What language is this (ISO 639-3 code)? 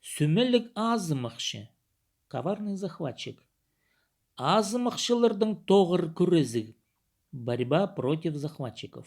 kjh